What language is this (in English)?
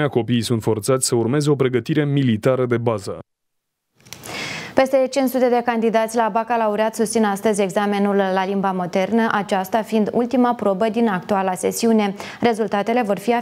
Romanian